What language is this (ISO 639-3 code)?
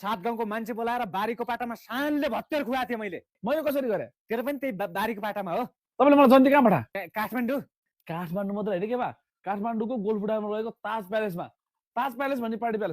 nep